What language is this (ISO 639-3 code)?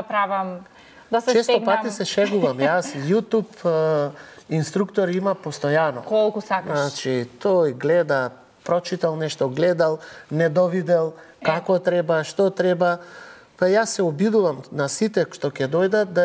mkd